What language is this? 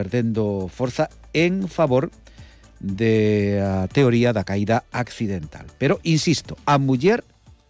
Galician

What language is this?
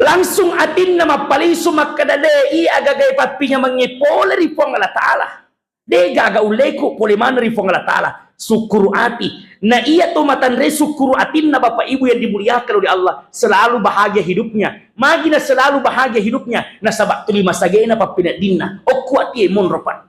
Buginese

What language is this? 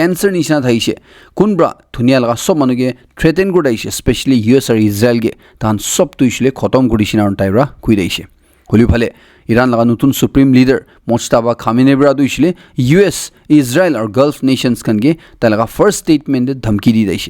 Naga Pidgin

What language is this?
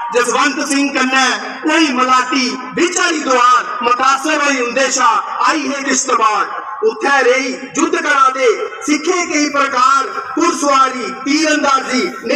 Dogri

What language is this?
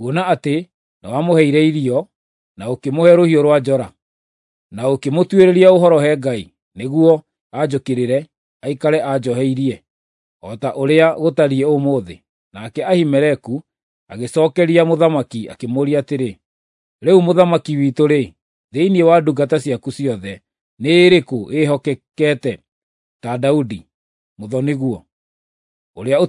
Kikuyu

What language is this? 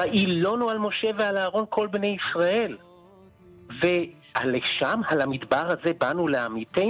Hebrew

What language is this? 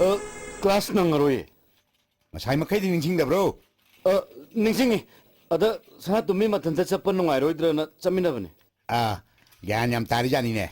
Manipuri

